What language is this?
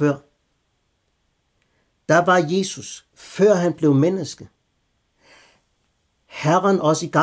Danish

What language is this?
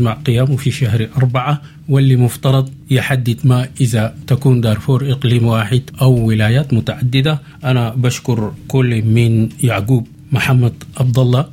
Sudanese Arabic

